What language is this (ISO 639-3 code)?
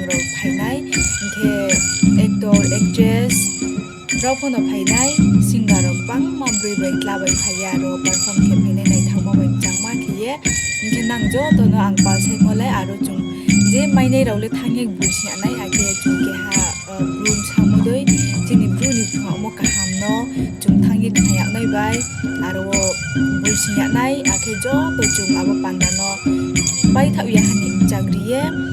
ria